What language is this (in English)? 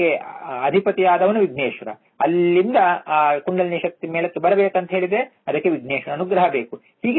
Kannada